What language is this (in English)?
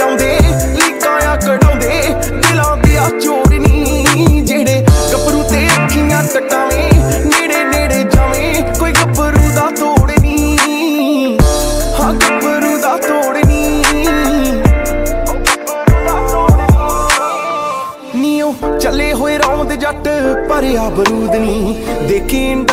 Punjabi